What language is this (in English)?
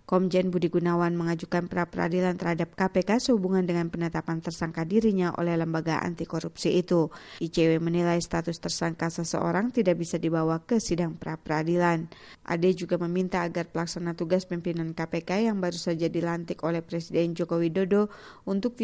Indonesian